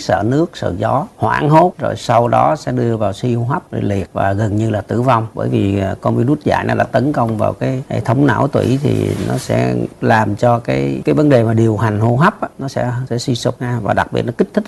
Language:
Vietnamese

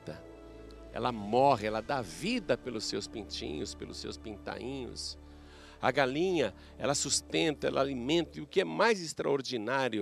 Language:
Portuguese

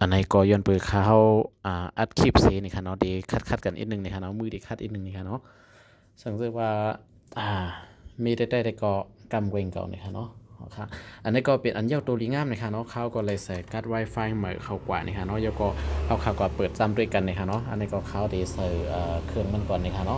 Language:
Shan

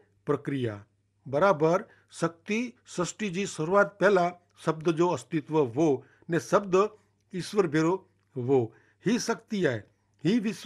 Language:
Kachhi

